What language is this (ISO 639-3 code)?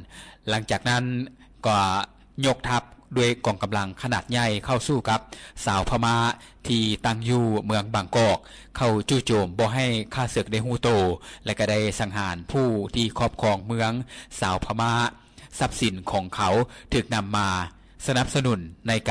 lao